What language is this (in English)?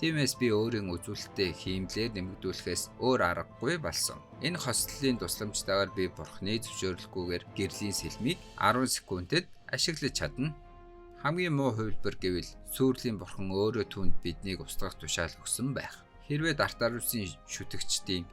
Mongolian